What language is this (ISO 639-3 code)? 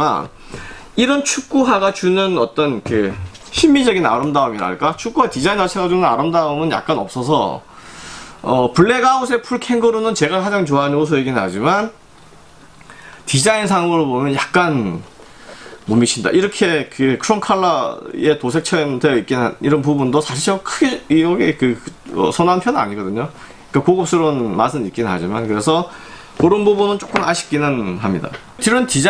kor